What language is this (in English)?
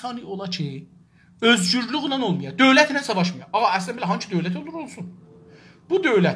South Azerbaijani